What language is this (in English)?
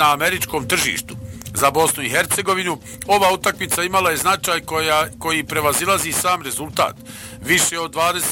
Bosnian